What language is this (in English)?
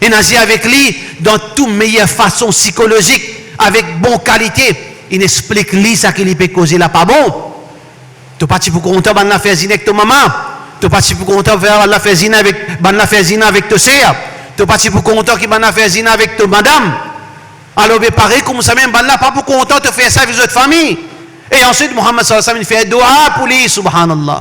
Morisyen